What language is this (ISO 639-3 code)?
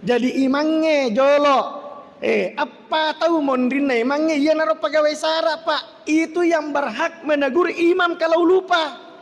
bug